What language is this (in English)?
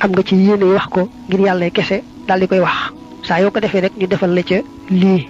Wolof